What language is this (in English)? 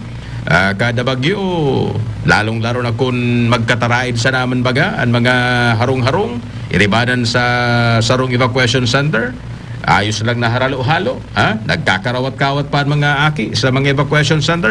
Bikol